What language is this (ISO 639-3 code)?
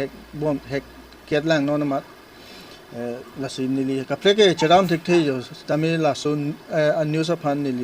mjw